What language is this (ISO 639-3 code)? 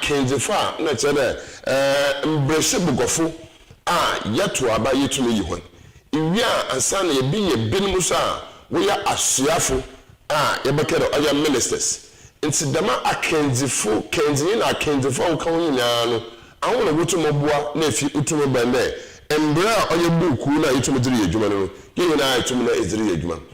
aka